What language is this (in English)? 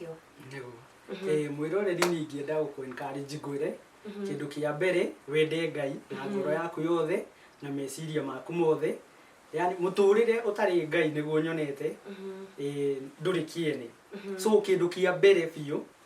Kikuyu